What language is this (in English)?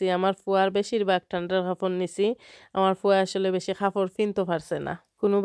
Sylheti